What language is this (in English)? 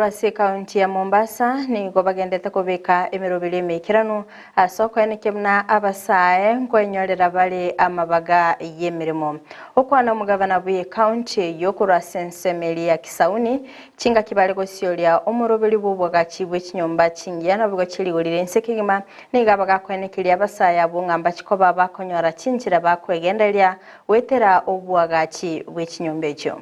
Gusii